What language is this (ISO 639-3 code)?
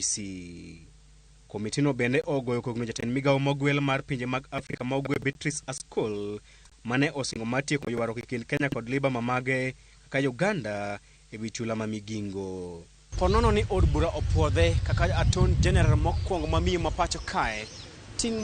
luo